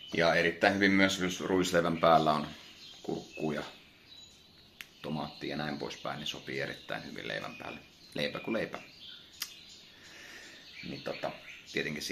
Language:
Finnish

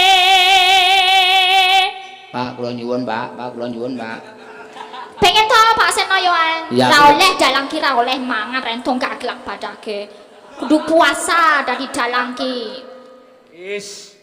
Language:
Javanese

